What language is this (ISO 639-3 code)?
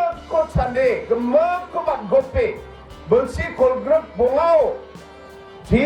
grt